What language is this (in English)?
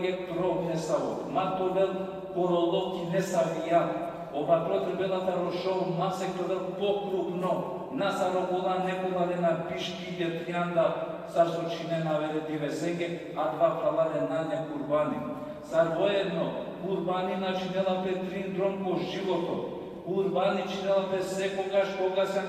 Balkan Romani